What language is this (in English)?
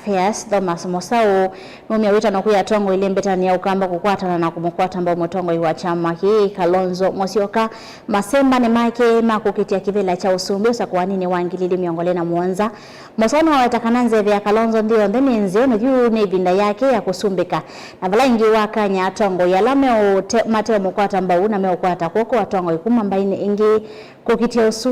Kamba